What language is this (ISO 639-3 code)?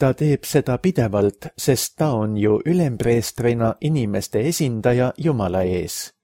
est